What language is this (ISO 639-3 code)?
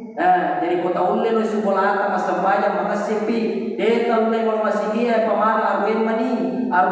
bug